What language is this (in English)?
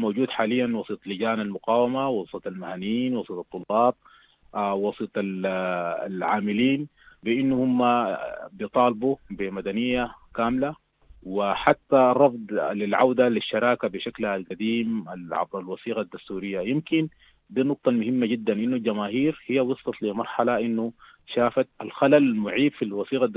Sudanese Arabic